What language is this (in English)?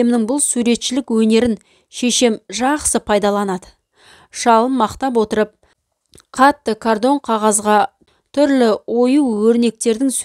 Kazakh